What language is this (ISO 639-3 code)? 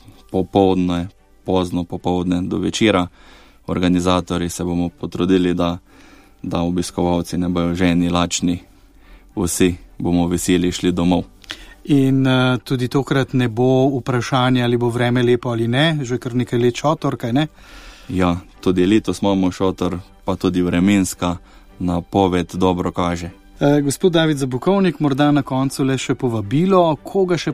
slv